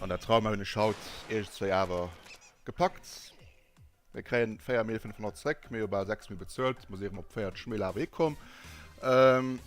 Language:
Luxembourgish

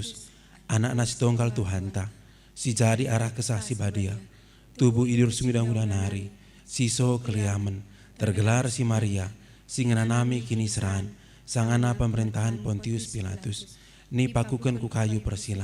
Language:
Batak Karo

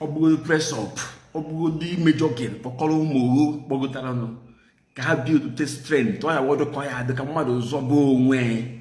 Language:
Igbo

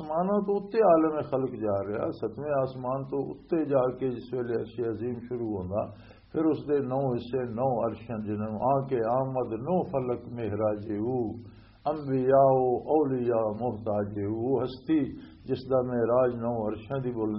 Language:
Western Panjabi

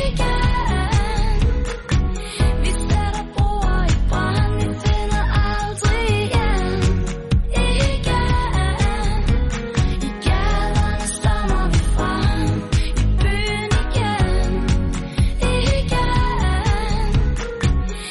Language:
Danish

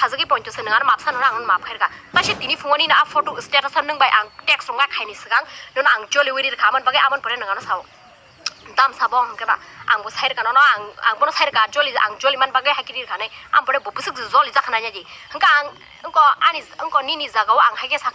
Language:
Kok Borok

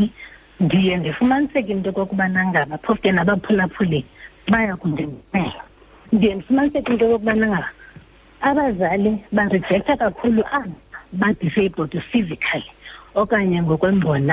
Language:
Xhosa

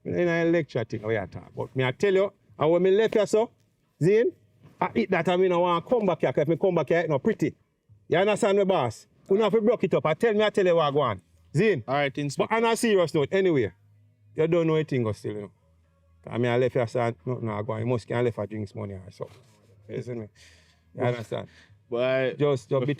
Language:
Jamaican Creole English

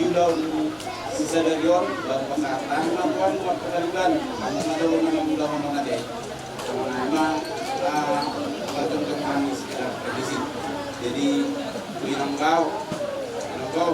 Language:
Batak Toba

